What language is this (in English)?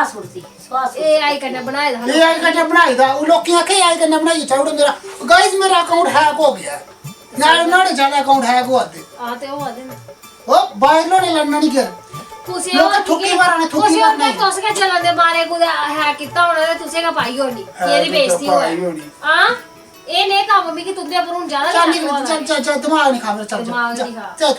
Dogri